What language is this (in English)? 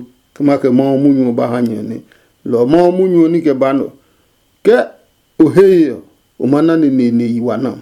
Adangme